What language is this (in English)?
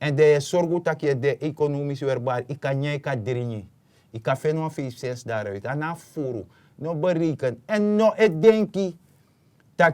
Sranan Tongo